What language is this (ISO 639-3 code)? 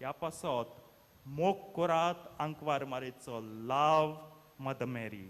kok